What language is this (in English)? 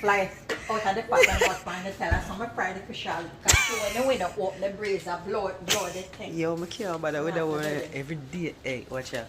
Jamaican Creole English